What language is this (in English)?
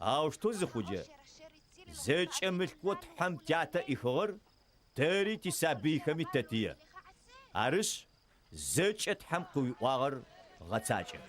Adyghe